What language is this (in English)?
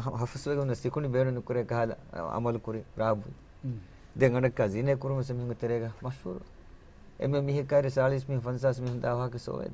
Divehi